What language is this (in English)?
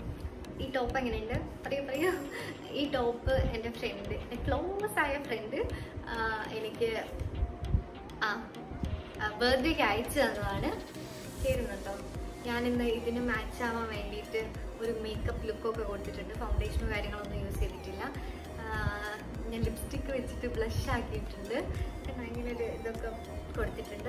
Malayalam